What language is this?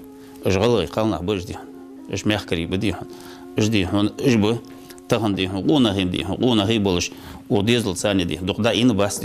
Ingush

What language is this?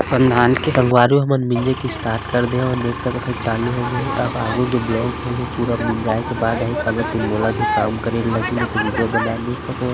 Chhattisgarhi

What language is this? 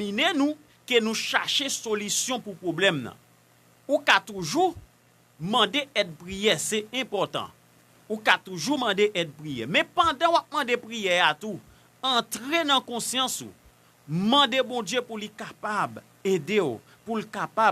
Haitian Creole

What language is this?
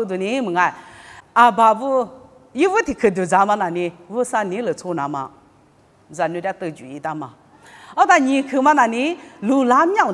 Lisu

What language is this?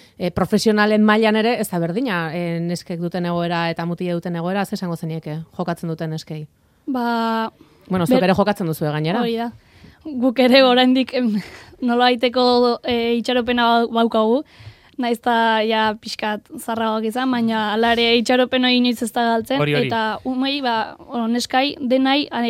Basque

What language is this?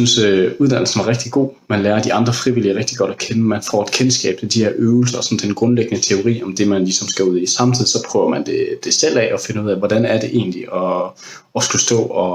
Danish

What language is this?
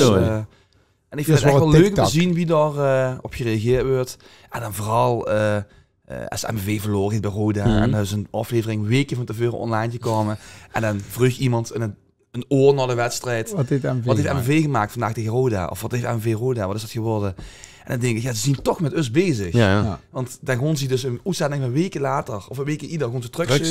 Limburgish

